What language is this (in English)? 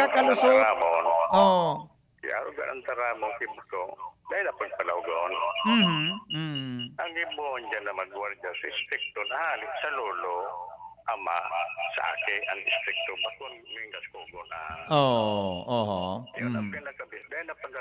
Bikol